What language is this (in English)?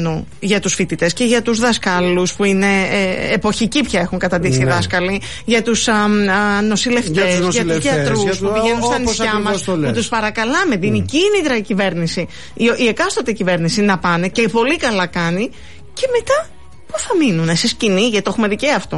Greek